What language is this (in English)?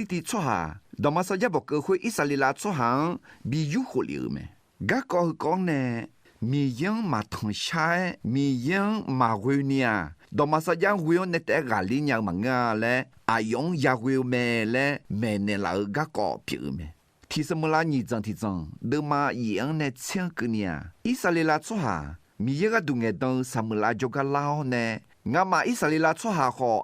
Akha